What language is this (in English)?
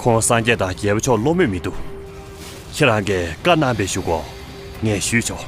Tibetan